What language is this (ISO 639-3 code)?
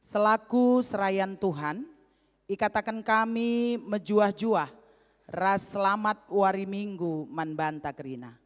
btx